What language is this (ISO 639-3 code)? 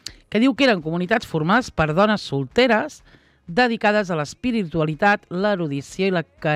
cat